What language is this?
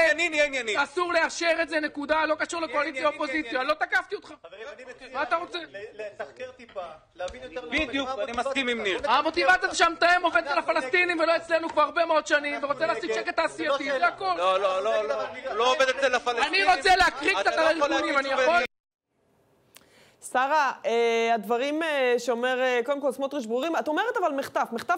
Hebrew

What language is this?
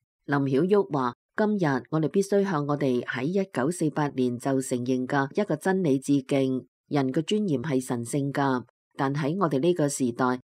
Cantonese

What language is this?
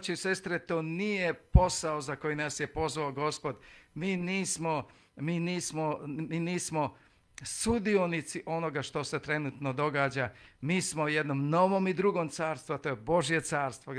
Serbian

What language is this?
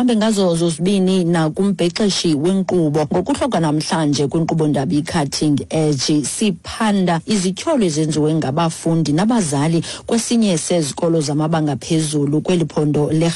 Xhosa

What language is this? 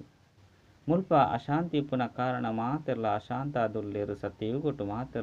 Tulu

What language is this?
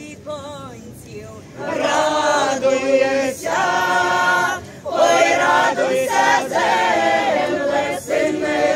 Ukrainian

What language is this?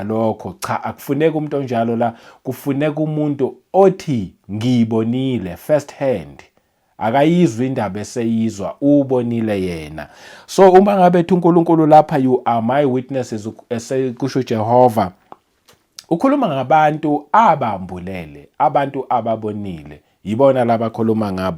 Zulu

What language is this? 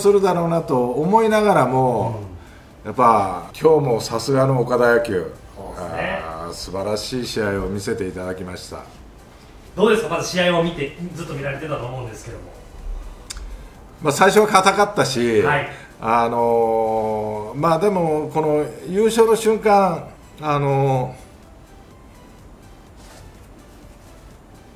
Japanese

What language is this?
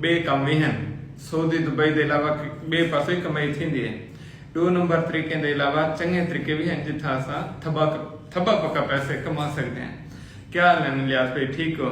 Saraiki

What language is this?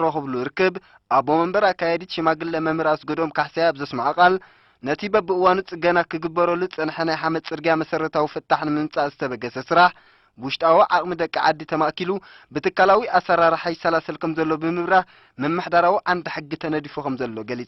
Tigrinya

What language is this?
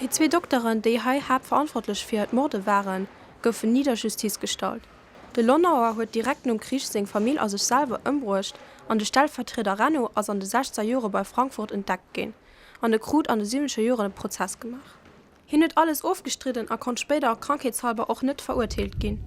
Luxembourgish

